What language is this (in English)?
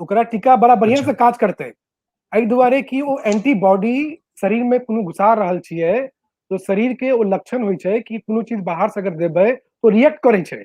Maithili